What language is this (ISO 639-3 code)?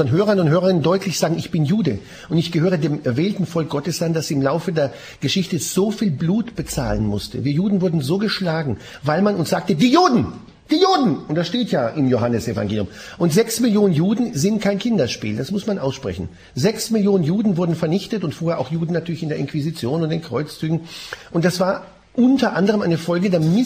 deu